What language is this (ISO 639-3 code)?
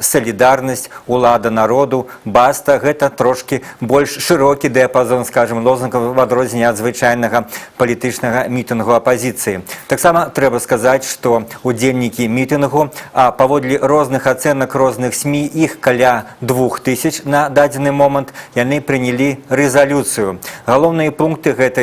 bel